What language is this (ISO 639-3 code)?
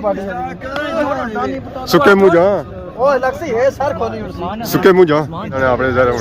phr